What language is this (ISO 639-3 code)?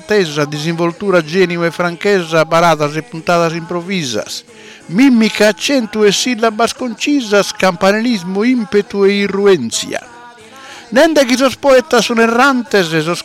srd